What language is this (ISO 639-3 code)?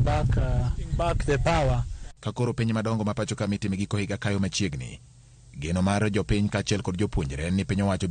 luo